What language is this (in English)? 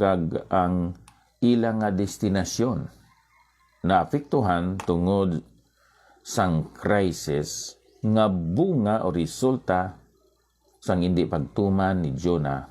Hiligaynon